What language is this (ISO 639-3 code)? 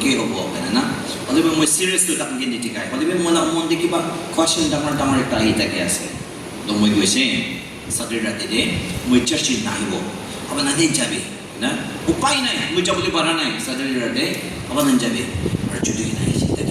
nag